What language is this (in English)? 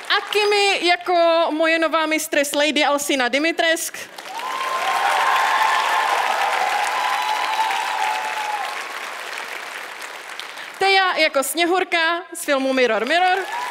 Czech